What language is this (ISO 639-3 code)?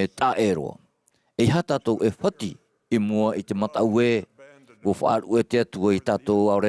tah